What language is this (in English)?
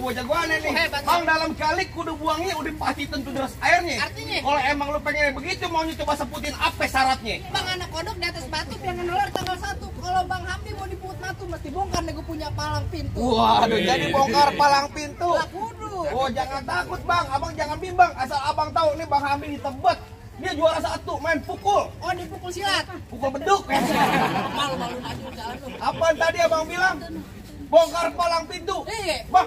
Betawi